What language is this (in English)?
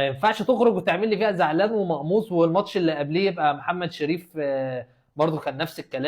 Egyptian Arabic